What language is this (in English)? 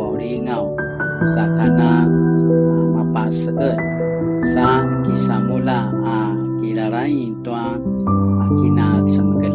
Paiwan